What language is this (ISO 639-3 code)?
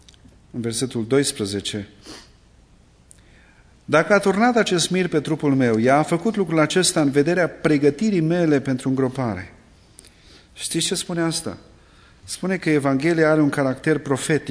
ron